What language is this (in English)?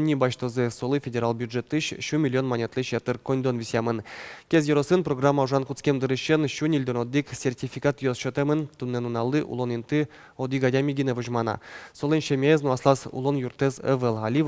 Udmurt